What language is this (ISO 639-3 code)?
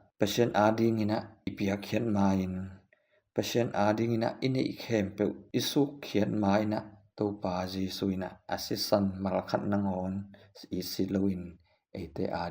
ctd